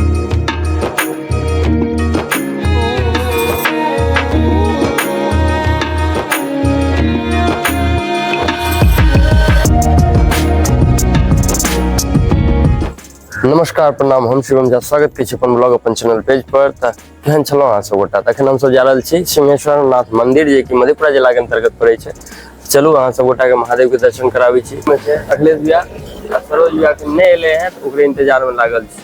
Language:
Maithili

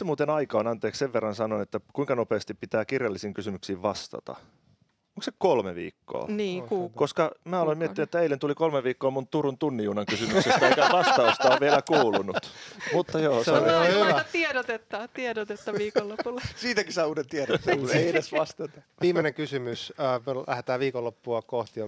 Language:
Finnish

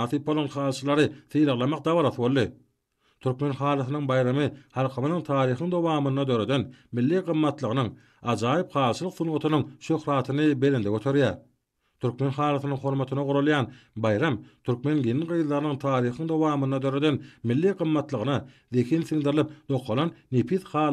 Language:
Turkmen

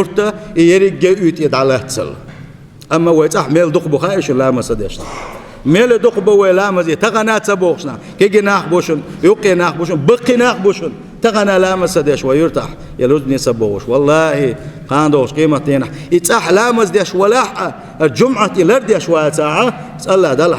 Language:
Chechen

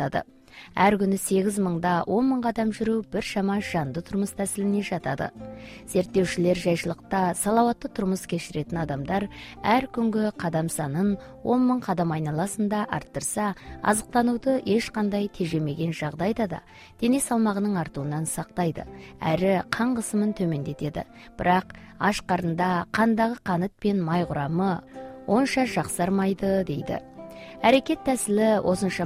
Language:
Kazakh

